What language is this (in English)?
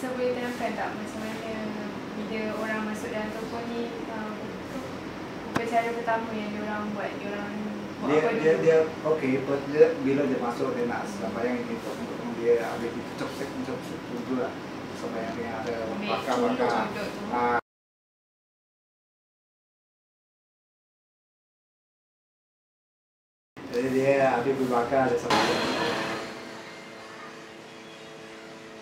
Malay